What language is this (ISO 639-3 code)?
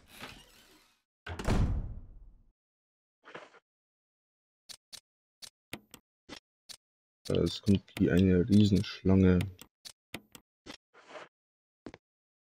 deu